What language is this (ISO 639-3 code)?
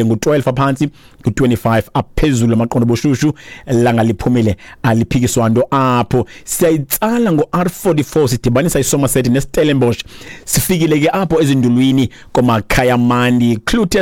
xho